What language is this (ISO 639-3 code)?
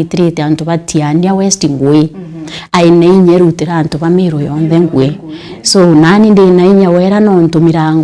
mer